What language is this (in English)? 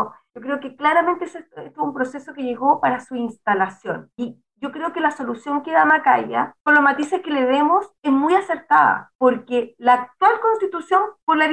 Spanish